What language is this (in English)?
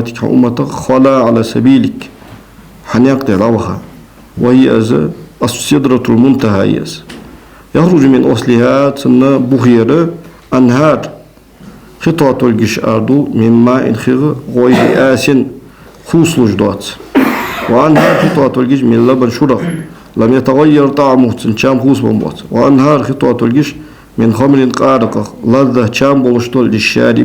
Ingush